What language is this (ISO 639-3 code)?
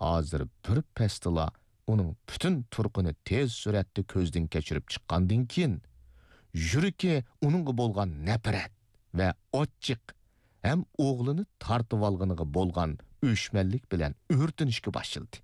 uig